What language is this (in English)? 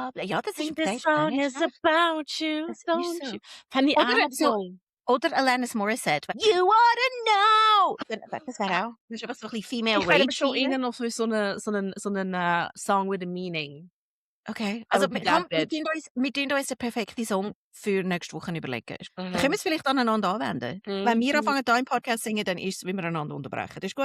Swiss German